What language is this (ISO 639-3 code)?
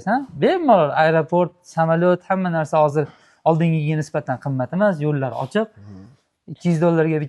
uzb